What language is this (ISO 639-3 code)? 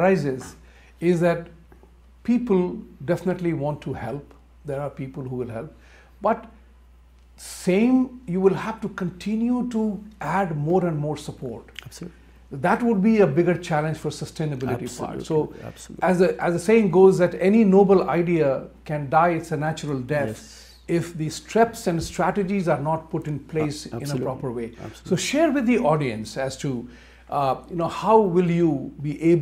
eng